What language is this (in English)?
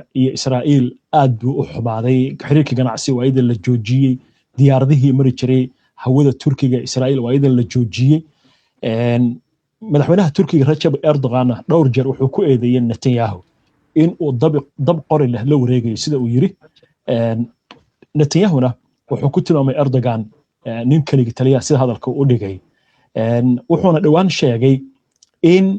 Somali